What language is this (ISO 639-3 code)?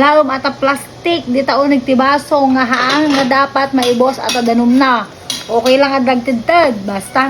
ilo